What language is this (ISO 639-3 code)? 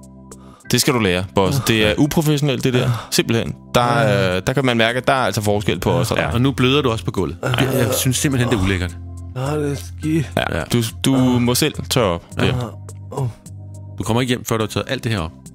dan